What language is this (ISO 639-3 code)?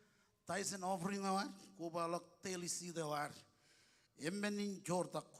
mah